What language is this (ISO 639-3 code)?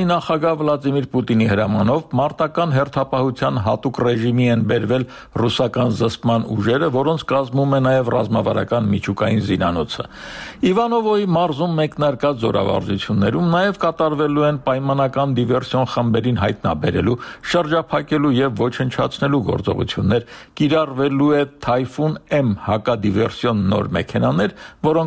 hye